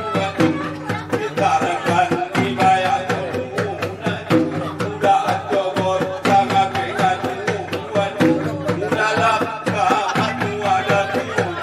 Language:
Batak Angkola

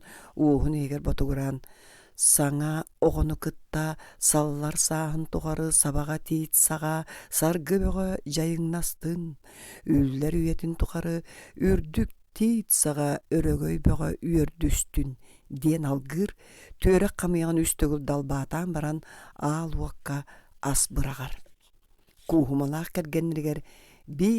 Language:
Yakut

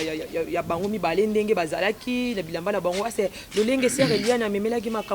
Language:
Lingala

